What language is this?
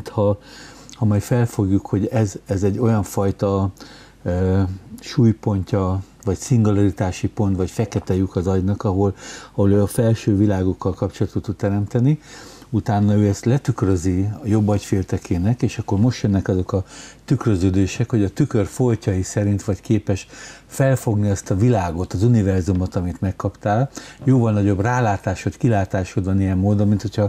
Hungarian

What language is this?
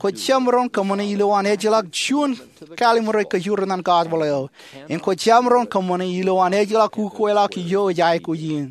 Marshallese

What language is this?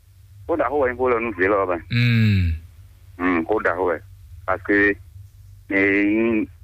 Fon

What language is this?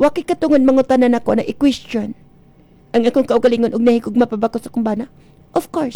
Cebuano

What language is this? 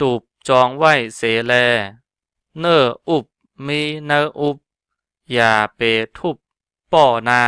Shan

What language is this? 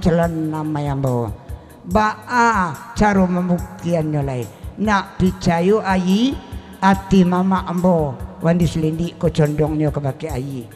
Minangkabau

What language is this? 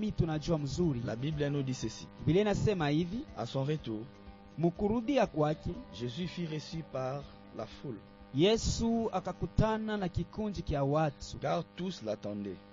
Swahili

